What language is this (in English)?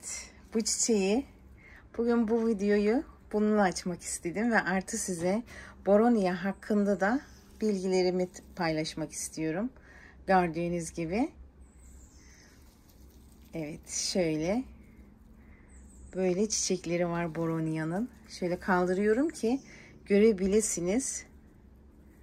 Turkish